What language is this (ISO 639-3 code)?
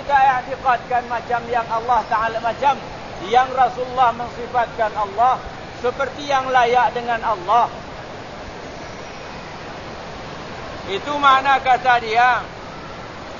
msa